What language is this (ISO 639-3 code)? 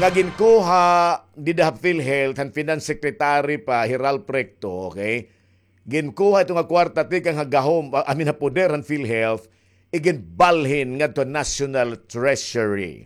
war